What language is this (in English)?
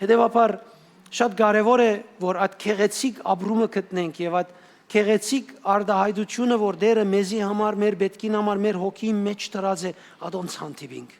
Western Armenian